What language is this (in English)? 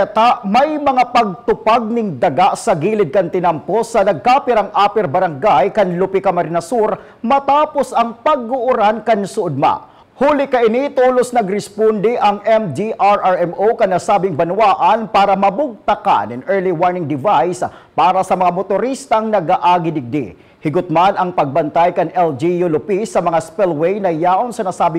Bikol